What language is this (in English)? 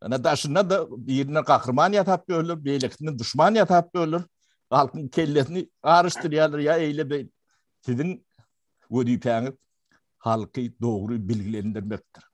Turkmen